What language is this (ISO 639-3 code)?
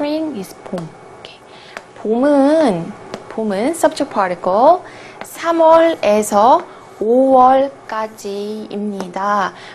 kor